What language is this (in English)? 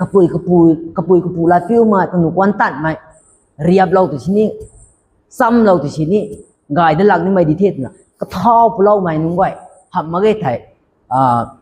Rongmei Naga